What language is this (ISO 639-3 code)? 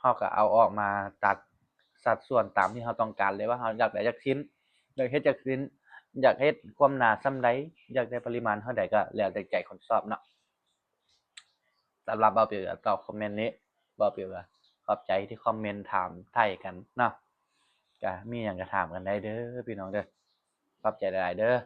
lao